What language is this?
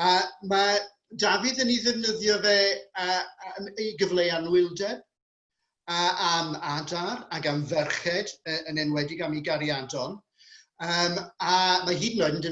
Welsh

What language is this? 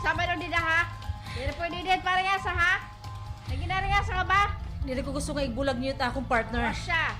Waray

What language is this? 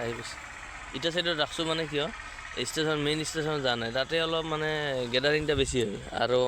Assamese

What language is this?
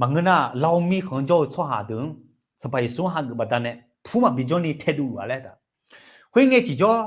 Akha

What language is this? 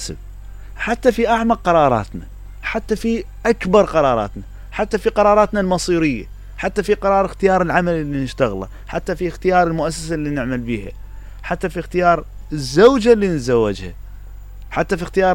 Mesopotamian Arabic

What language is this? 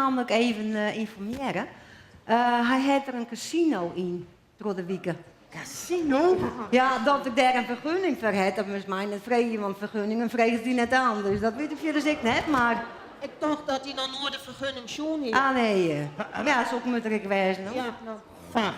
Western Frisian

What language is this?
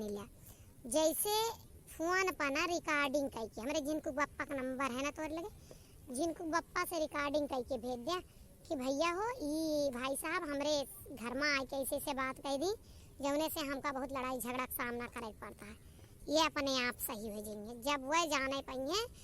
Awadhi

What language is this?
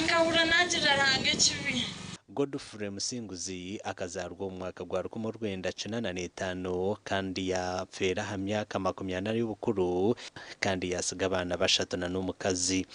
Nyankole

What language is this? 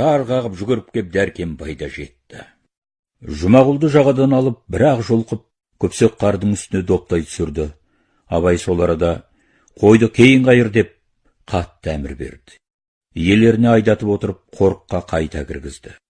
Kazakh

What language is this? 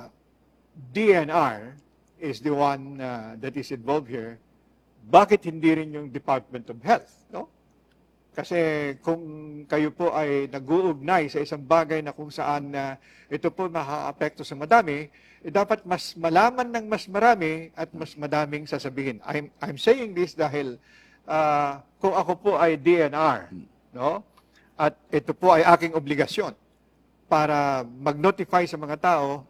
Filipino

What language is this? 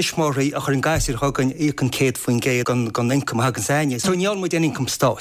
Irish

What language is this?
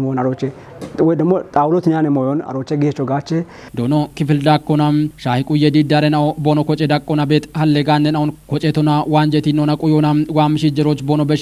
Kafa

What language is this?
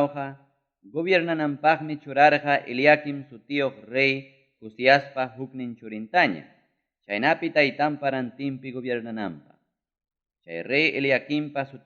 Ayacucho Quechua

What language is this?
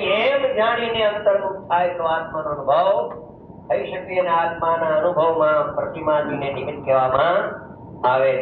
Gujarati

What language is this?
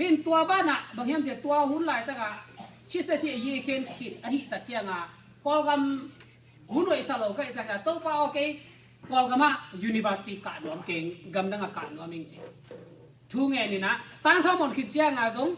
Tedim Chin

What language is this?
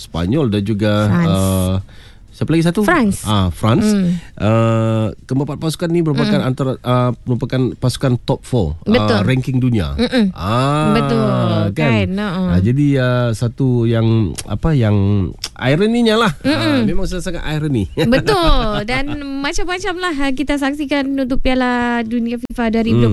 Malay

